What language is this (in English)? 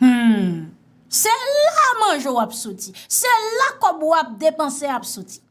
Haitian Creole